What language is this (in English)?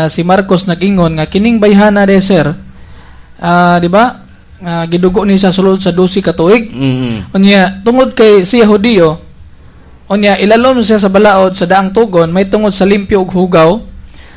Cebuano